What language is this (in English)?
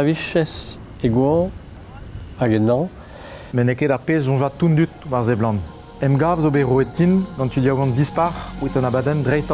Breton